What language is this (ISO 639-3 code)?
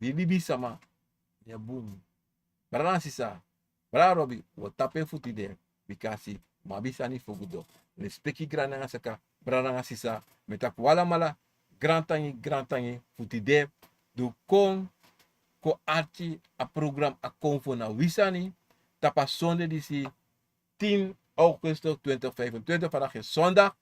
srn